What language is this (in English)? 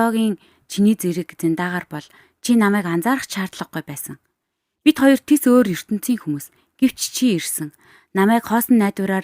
Mongolian